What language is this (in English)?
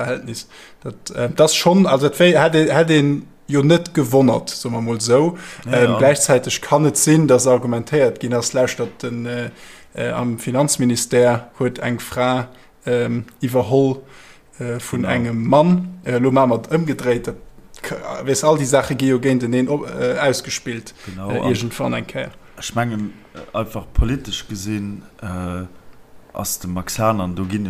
Luxembourgish